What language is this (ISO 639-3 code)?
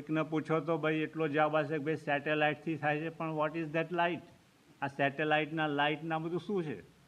guj